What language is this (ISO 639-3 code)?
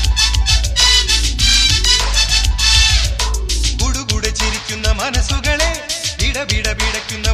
mal